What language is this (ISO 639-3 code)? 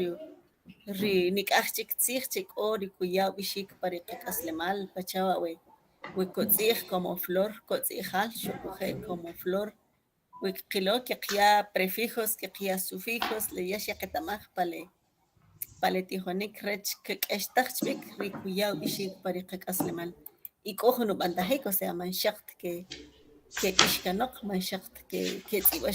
quc